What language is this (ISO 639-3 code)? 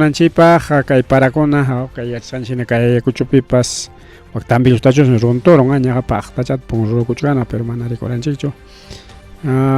quy